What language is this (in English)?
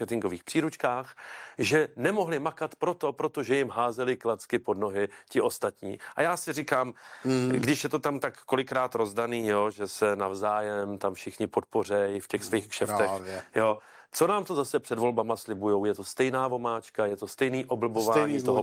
Czech